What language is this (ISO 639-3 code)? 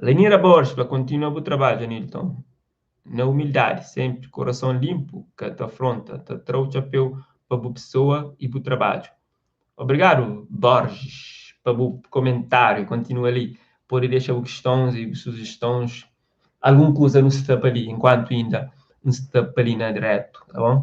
kea